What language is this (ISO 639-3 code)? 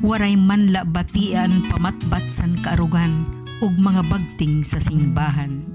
war